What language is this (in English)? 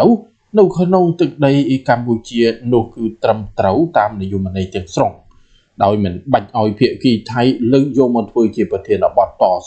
Khmer